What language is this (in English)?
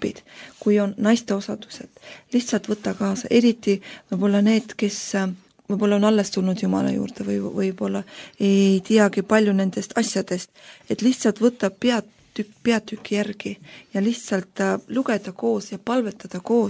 Estonian